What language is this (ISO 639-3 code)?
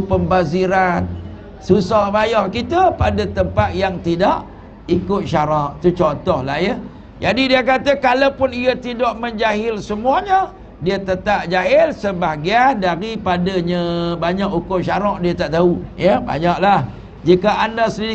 msa